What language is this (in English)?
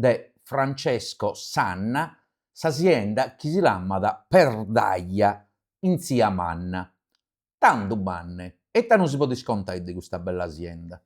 Sardinian